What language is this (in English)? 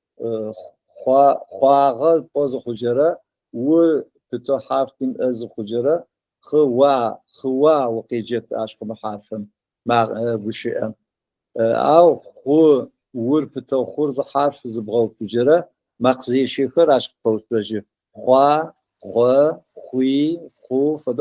Adyghe